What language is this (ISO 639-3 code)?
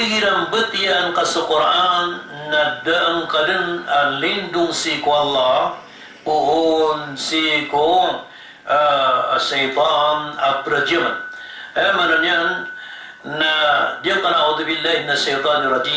mrw